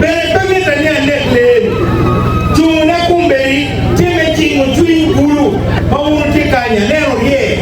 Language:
Acoli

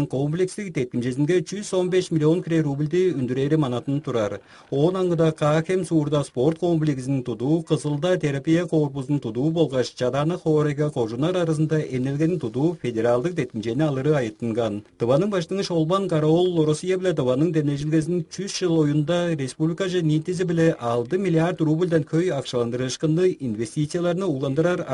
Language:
Tuvinian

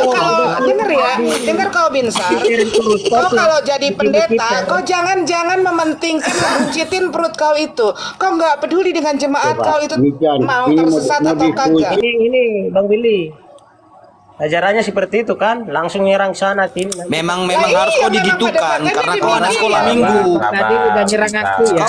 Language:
Indonesian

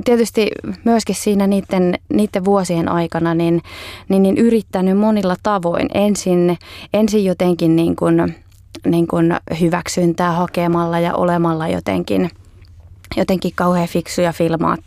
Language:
Finnish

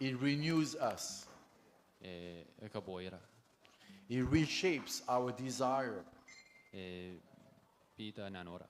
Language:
Gilbertese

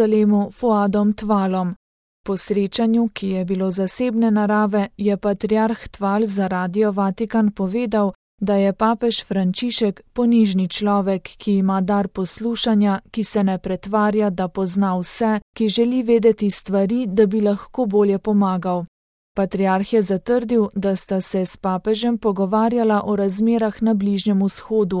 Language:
Slovenian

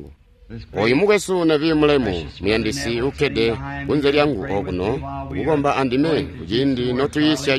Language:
Tonga (Zambia)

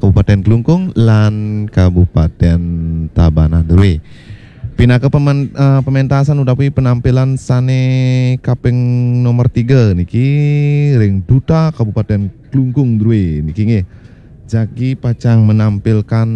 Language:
Balinese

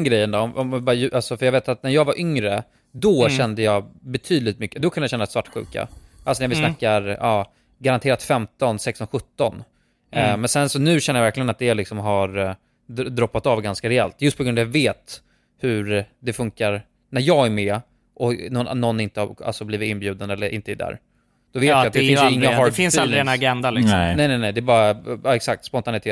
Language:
Swedish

